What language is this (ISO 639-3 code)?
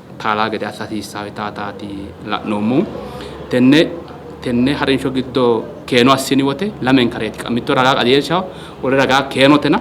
sid